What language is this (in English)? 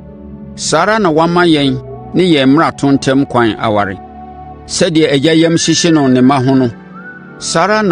Akan